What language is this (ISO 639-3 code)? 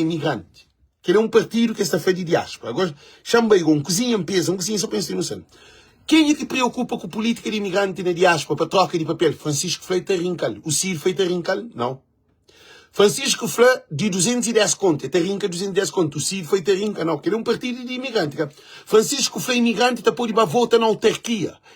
kea